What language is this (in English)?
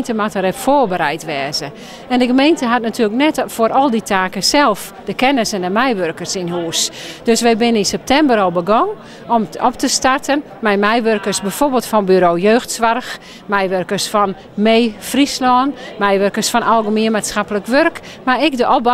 Western Frisian